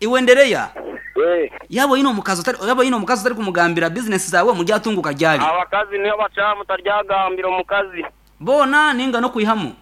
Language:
Nyankole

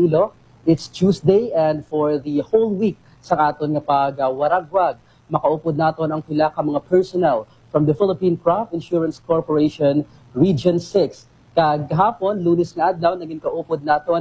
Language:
Hiligaynon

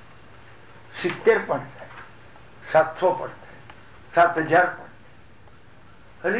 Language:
Gujarati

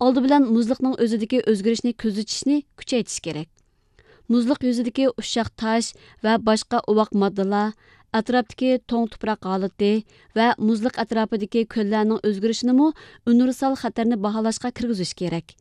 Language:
Uyghur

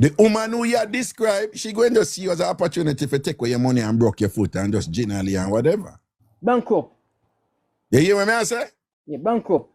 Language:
Jamaican Creole English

